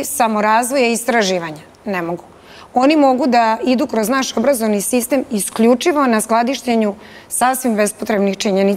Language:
Serbian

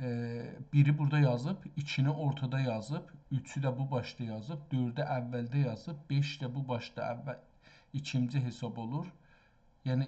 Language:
South Azerbaijani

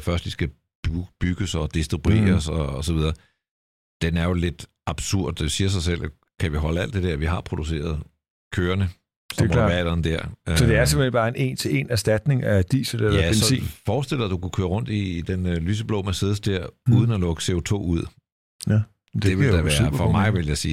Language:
Danish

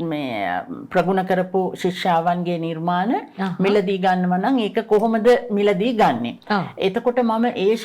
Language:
Sinhala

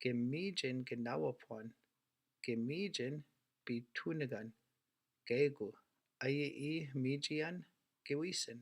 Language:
Chippewa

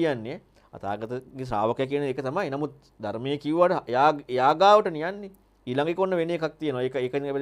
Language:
Sinhala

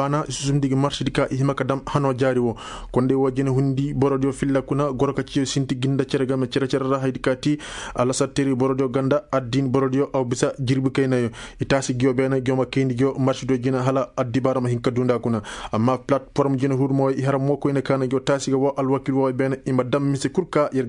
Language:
Koyraboro Senni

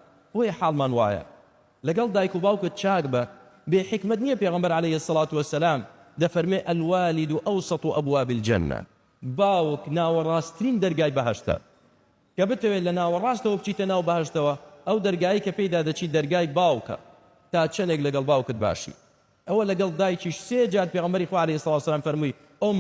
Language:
Central Kurdish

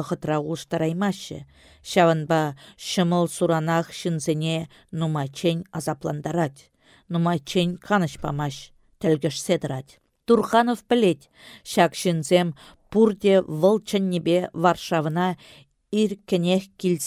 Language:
Chuvash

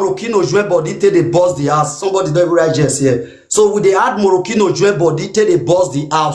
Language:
Nigerian Pidgin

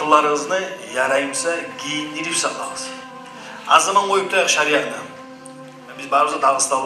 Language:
Kumyk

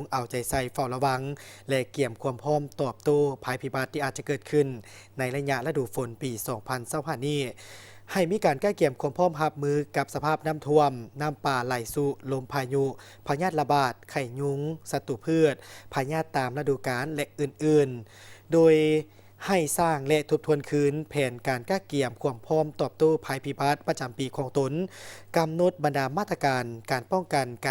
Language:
Lao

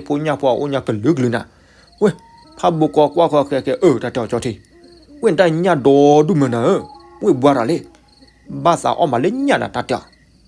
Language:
S'gaw Karen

